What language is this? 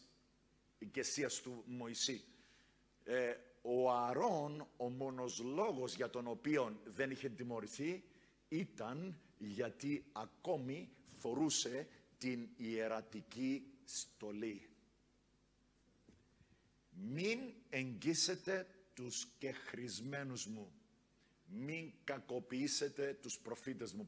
Greek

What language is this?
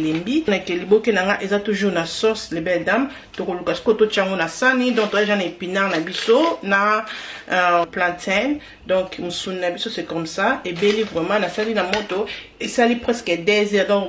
Lingala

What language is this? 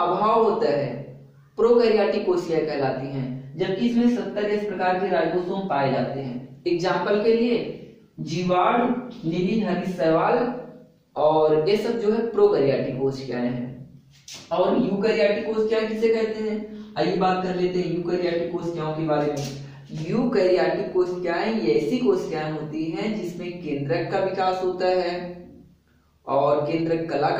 Hindi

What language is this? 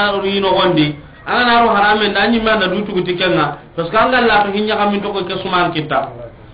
Soninke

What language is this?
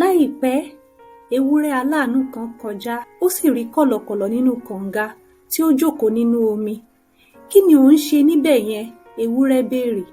Yoruba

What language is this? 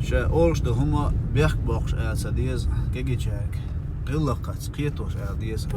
Chechen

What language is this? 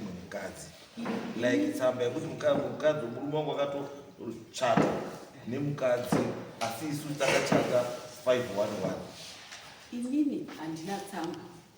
Shona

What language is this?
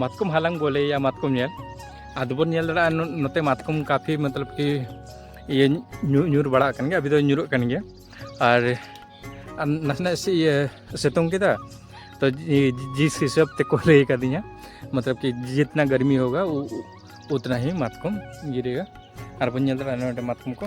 Santali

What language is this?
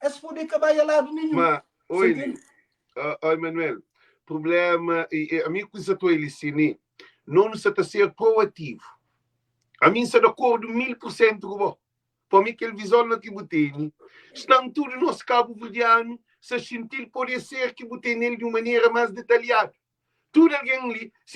Kabuverdianu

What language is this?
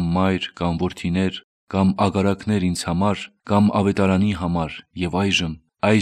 Armenian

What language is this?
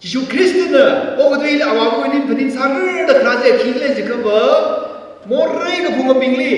Tangkhul Naga (India)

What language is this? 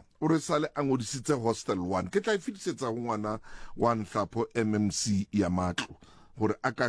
Southern Sotho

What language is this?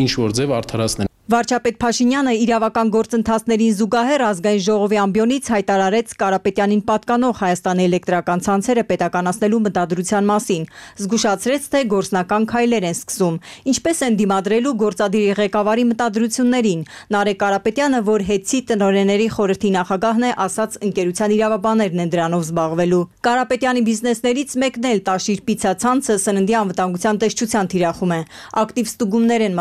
Armenian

